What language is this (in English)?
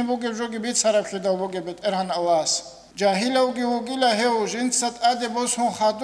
Avaric